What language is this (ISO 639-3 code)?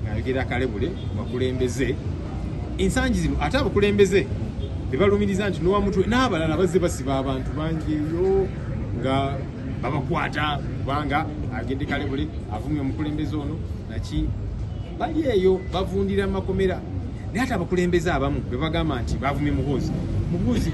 lug